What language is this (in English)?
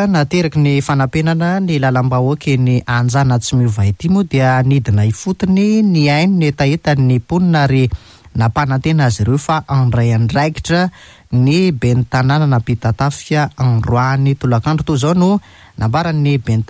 Malagasy